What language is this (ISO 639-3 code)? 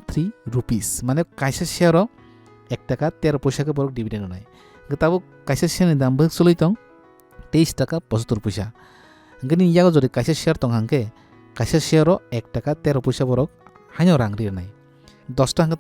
trp